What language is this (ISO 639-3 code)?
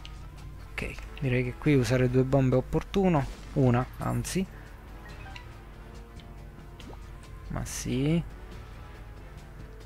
ita